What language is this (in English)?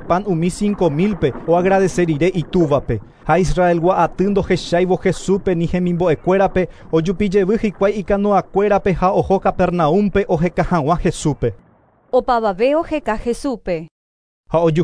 Guarani